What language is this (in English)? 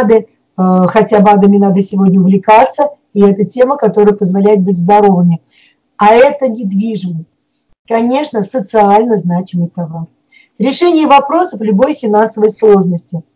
Russian